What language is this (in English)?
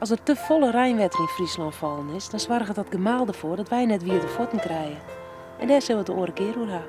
Western Frisian